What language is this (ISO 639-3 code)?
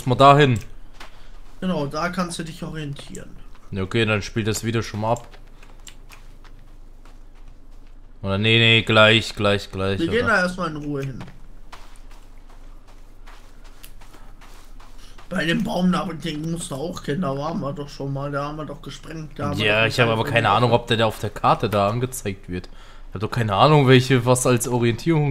deu